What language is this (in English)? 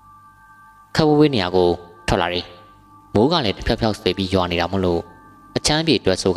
Burmese